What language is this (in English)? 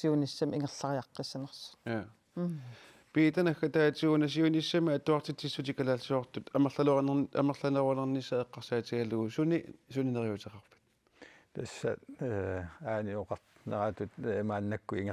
Kalaallisut